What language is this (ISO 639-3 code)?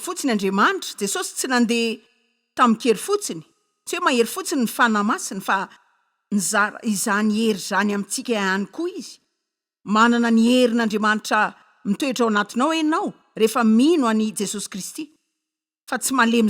mlg